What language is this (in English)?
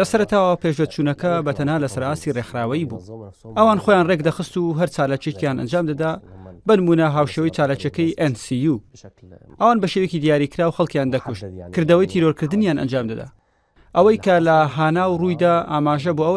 Central Kurdish